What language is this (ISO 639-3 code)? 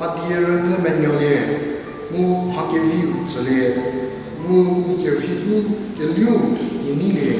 njm